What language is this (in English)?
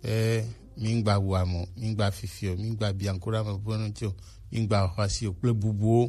Gen